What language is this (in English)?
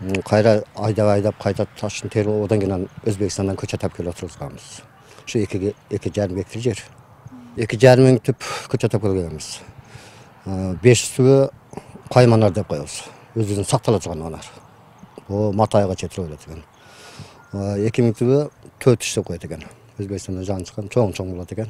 Kyrgyz